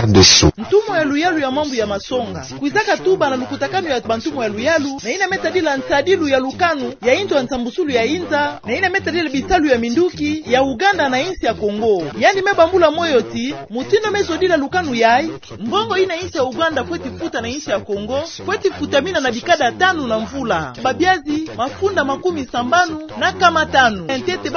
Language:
Kituba (Democratic Republic of Congo)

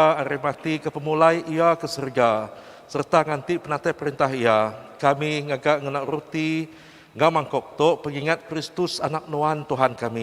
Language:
Iban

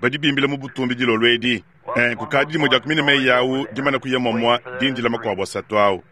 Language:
Luba-Lulua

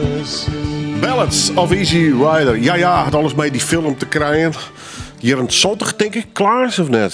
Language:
Western Frisian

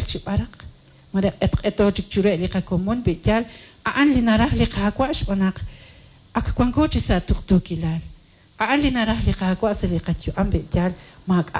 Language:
Kekchí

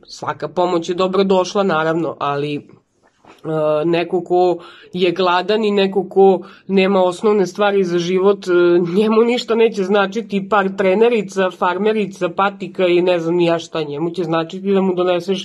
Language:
Serbian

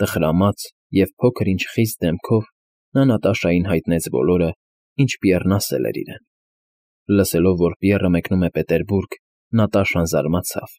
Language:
Armenian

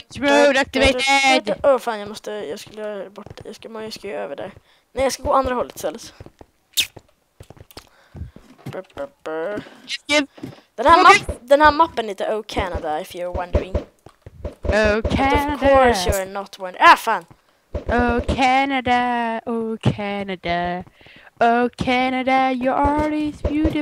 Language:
Swedish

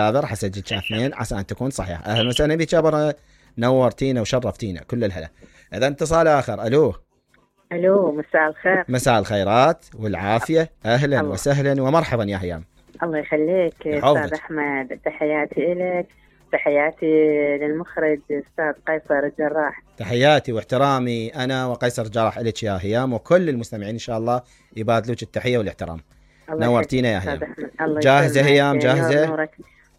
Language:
Mesopotamian Arabic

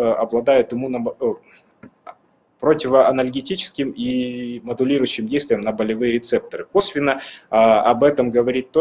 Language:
Russian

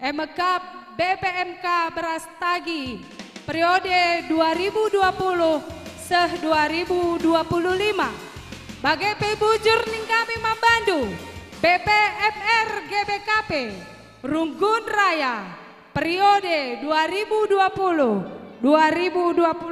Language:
Batak Karo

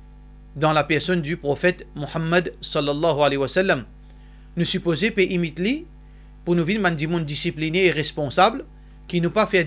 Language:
Morisyen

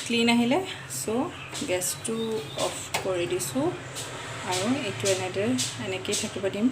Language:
Assamese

